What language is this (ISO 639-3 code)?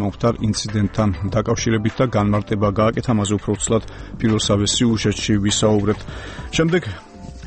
kat